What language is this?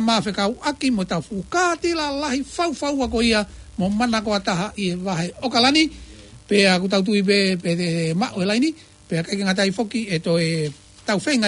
Tongan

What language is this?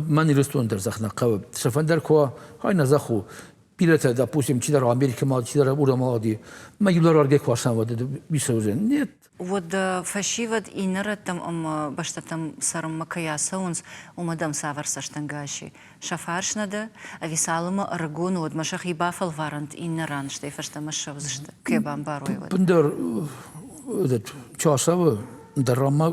Ossetic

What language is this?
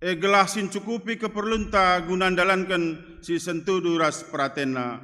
Batak Karo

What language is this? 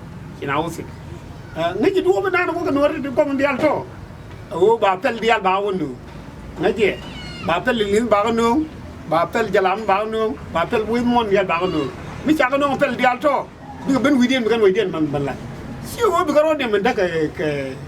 Nuer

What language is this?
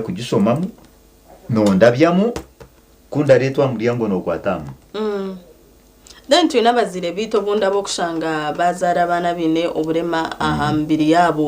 Nyankole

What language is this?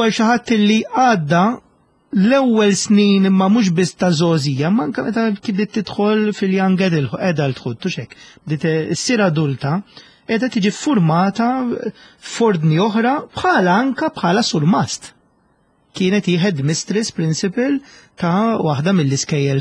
Maltese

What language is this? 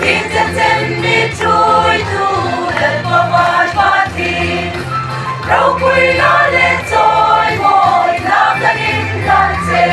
Hmar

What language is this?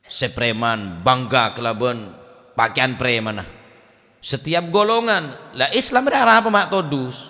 Madurese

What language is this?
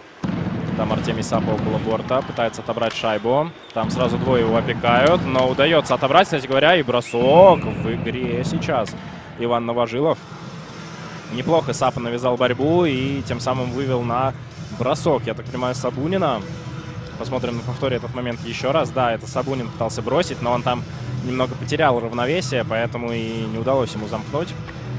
Russian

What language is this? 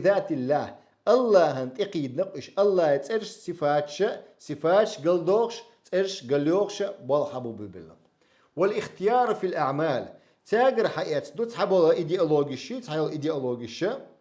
Chechen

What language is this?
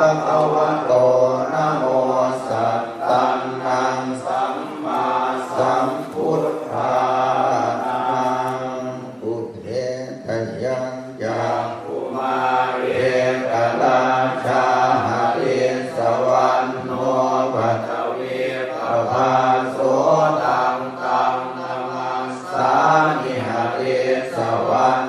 Pali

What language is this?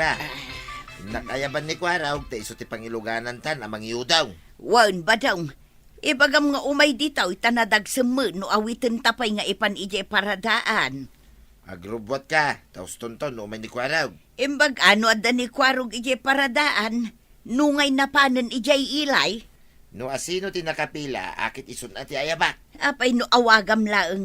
Iloko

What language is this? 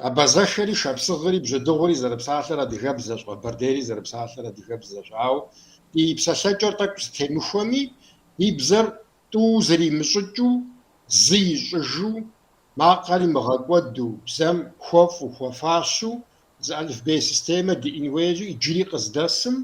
Kabardian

